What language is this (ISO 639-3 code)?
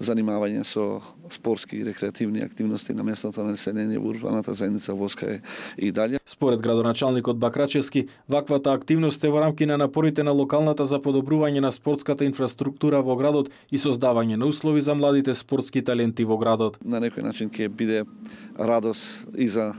mkd